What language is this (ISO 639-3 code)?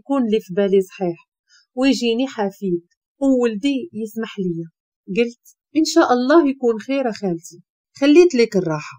ary